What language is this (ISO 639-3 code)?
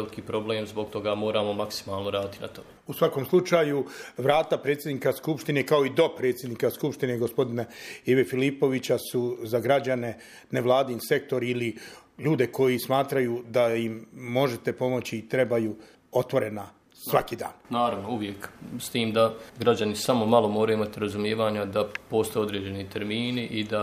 bos